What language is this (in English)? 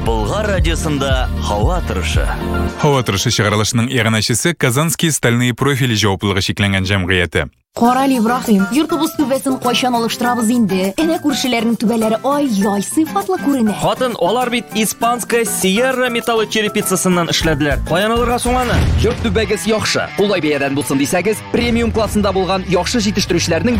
Tatar